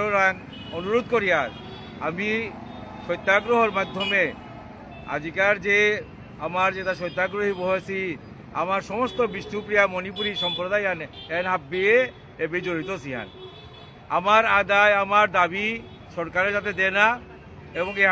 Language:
Bishnupriya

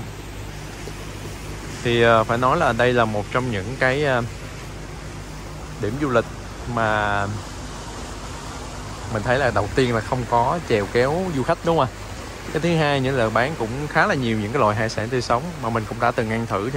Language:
Vietnamese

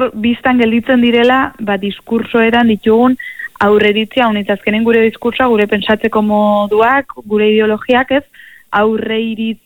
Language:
Basque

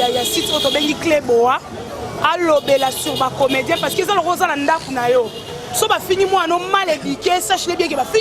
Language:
Lingala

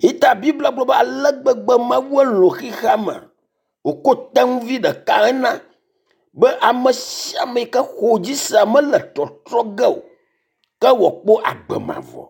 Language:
Ewe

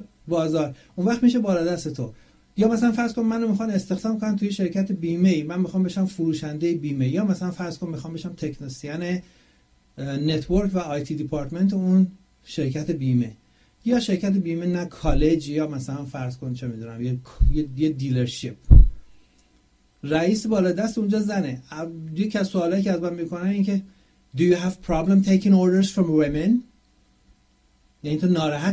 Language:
Persian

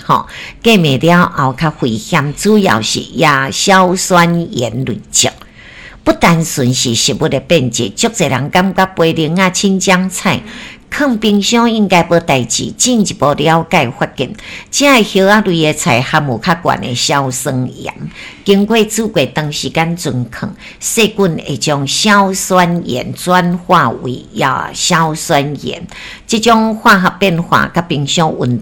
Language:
Min Nan Chinese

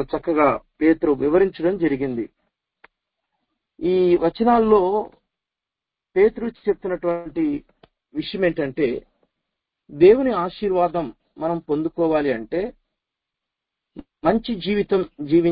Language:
Telugu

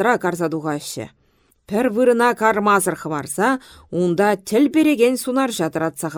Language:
Chuvash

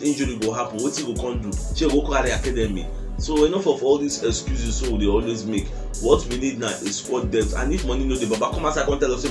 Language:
Nigerian Pidgin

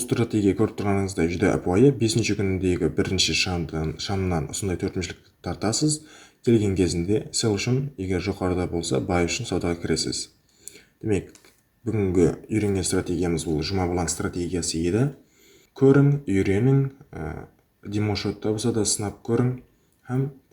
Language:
Kara-Kalpak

